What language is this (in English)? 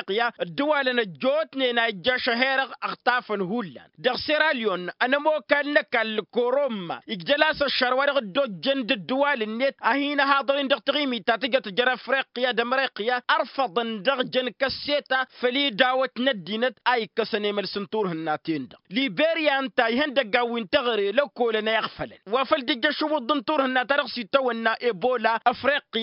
Tamasheq